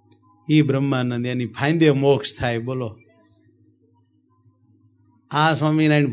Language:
Gujarati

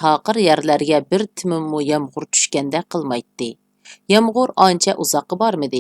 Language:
Uyghur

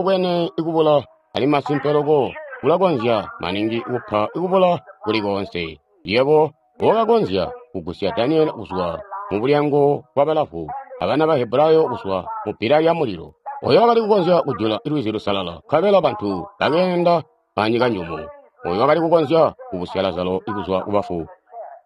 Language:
Tonga (Zambia)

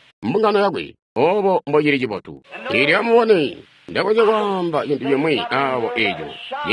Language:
Tonga (Zambia)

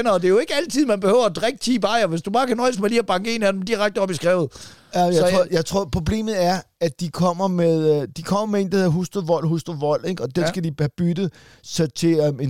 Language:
Danish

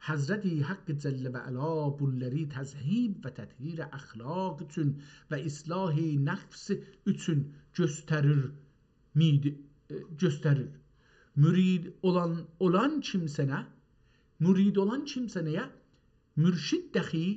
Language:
South Azerbaijani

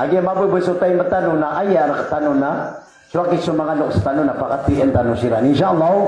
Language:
Maranao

